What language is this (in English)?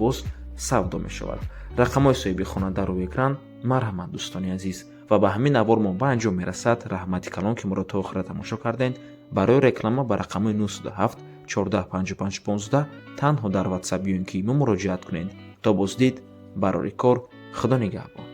Tajik